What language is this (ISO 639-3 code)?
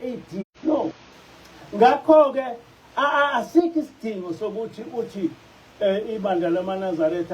zul